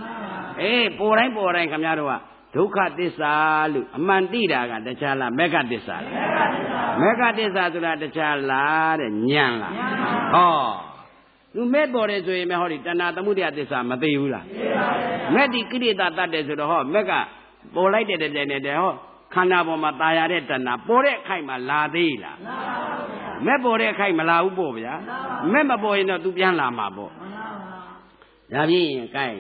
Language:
Burmese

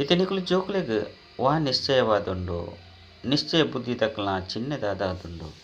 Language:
Tulu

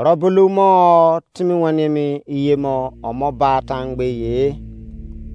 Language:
Izon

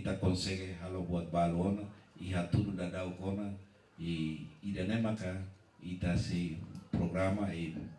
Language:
Tetum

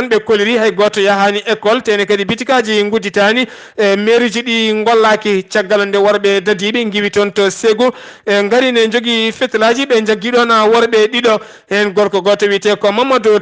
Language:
Fula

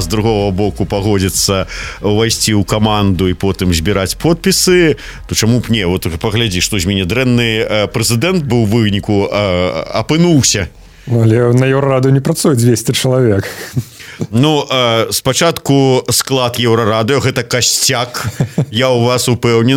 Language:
Belarusian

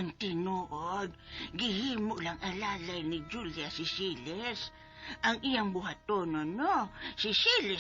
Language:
Cebuano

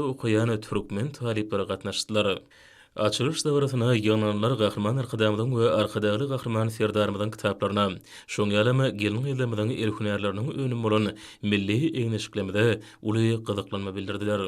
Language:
Turkmen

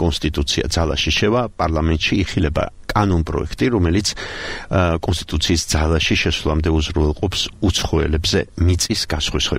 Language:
Georgian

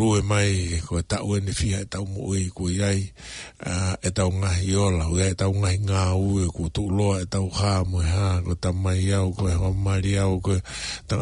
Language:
Tongan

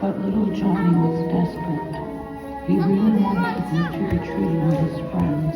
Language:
Inuktitut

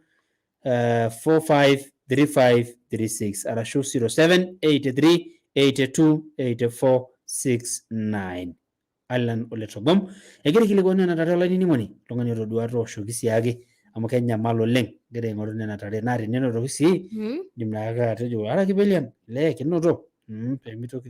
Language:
Masai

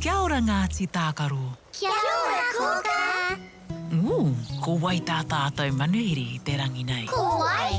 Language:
Māori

